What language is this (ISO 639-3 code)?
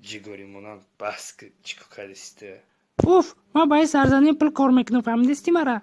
tgk